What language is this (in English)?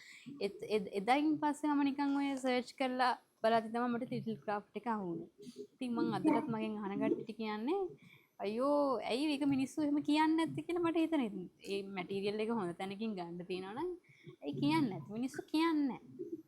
Sinhala